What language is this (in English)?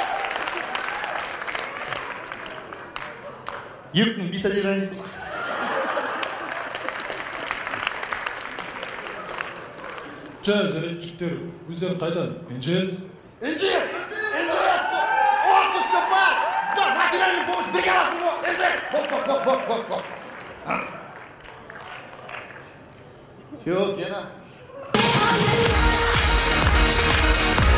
Kazakh